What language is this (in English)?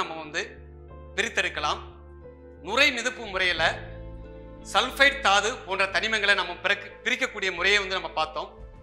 Tamil